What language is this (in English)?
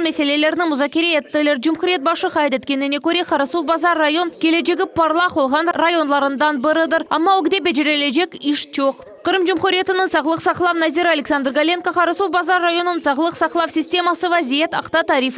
Crimean Tatar